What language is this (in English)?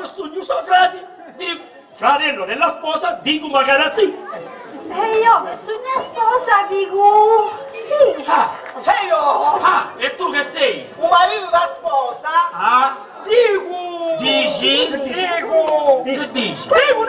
Sicilian